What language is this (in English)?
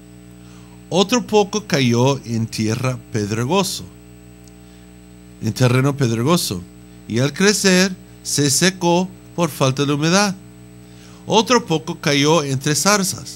Spanish